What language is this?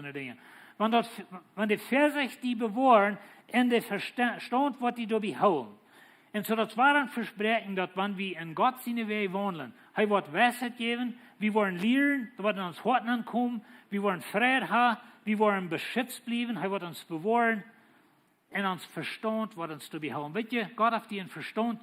Plautdietsch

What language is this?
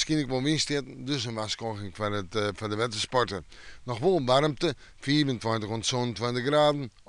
Western Frisian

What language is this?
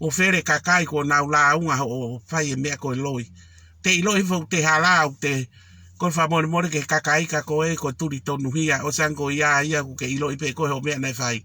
Tongan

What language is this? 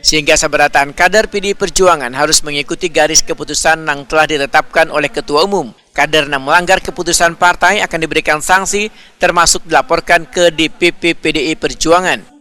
Banjar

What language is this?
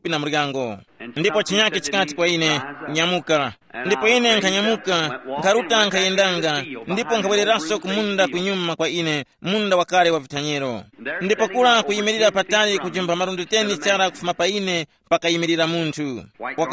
Tumbuka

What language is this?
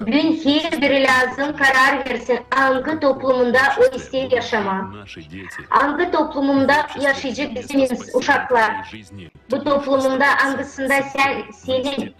Gagauz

